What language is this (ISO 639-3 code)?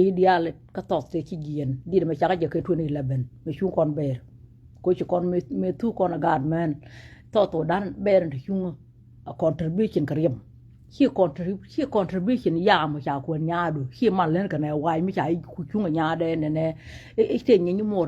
nus